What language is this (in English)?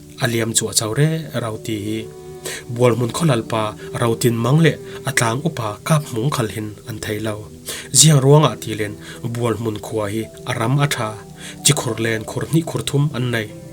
Falam Chin